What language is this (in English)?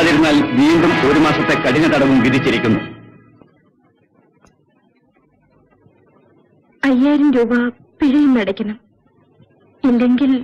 Malayalam